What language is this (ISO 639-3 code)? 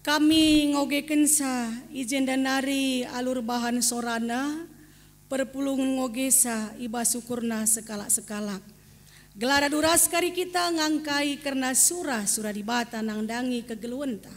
btx